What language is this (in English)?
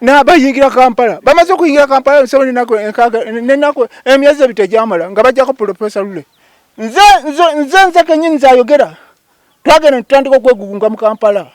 Ganda